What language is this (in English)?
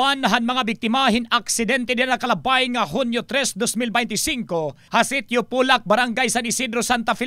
Waray